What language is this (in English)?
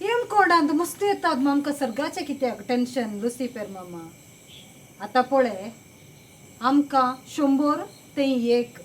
Konkani